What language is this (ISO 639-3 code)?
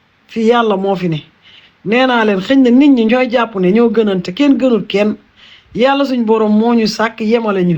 wol